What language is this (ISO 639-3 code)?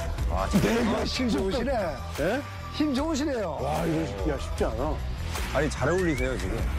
kor